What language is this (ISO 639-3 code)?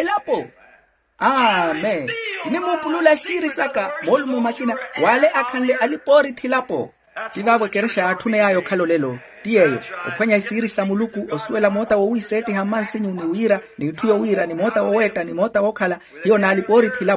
vmw